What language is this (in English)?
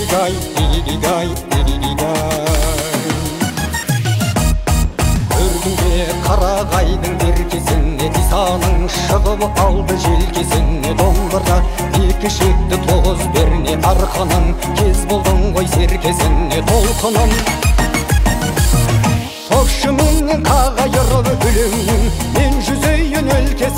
Kazakh